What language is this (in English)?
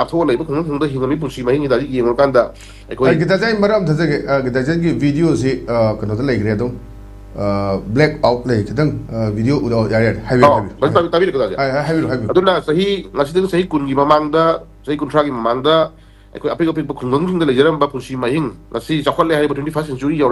Manipuri